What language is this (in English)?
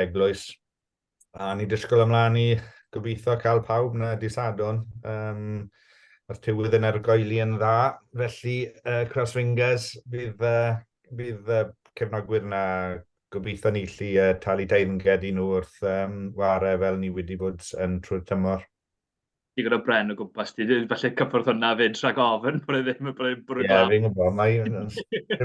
Welsh